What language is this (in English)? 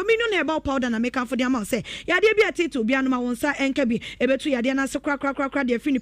Akan